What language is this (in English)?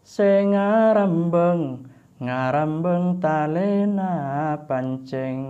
Madurese